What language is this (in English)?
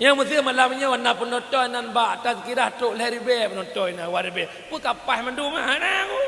Achinese